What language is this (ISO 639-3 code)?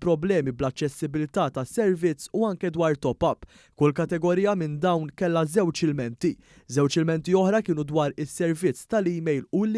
mlt